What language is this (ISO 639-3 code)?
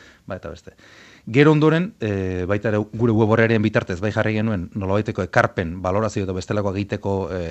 eus